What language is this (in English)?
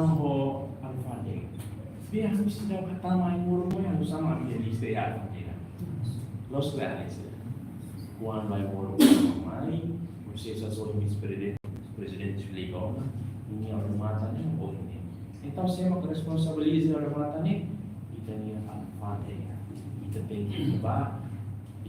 Tetum